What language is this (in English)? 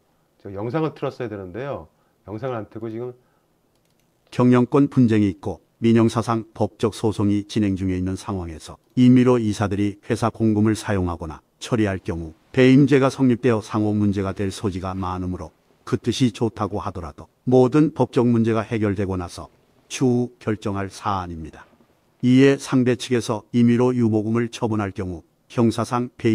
Korean